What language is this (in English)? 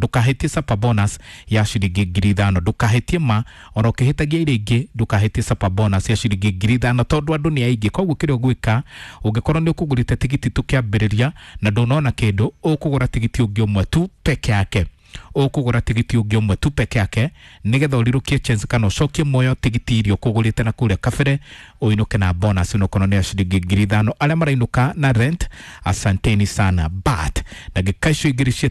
Kikuyu